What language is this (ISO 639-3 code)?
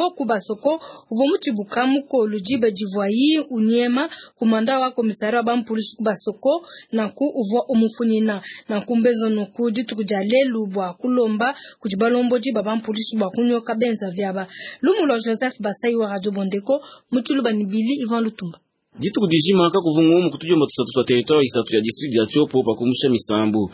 lua